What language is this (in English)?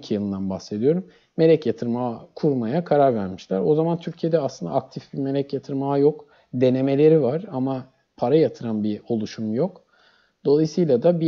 Turkish